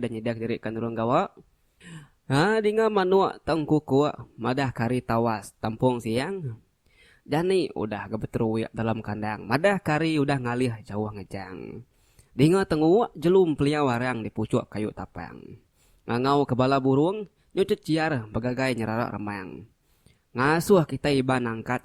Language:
Iban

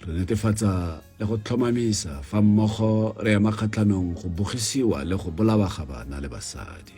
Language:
Tswana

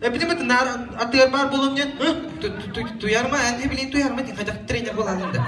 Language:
Yakut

